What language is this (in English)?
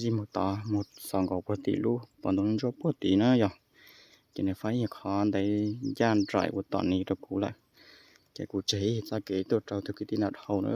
Hmong